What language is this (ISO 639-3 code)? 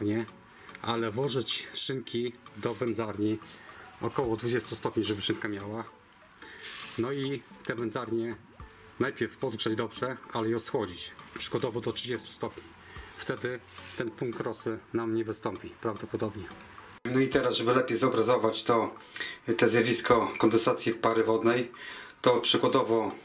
pol